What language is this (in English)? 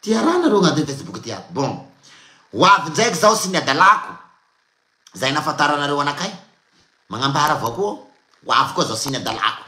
Malagasy